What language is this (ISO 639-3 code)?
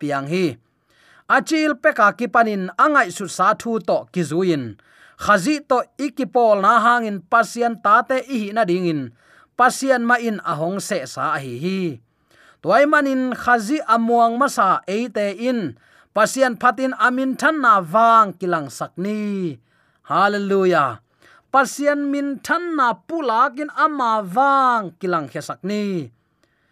ctd